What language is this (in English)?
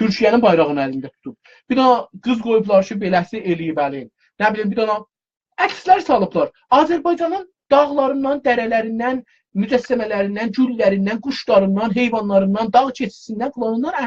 South Azerbaijani